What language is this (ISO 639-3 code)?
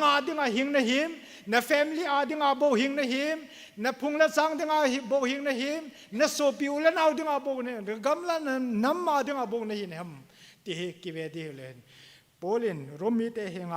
tcz